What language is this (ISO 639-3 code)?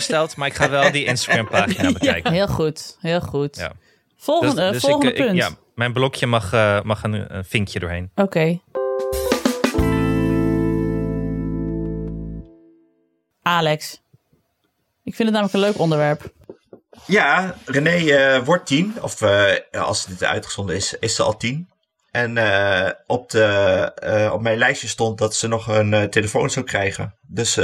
nld